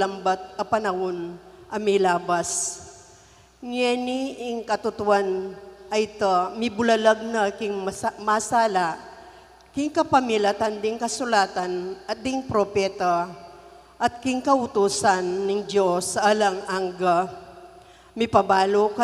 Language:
Pampanga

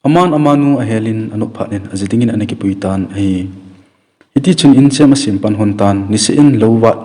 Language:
Thado Chin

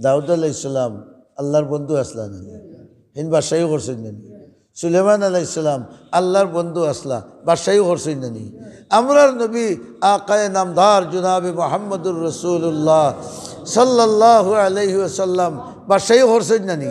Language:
Sylheti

